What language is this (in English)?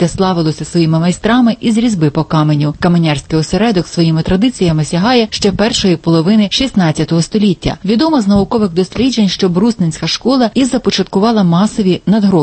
Ukrainian